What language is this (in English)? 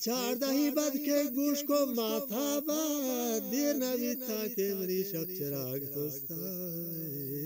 Eastern Balochi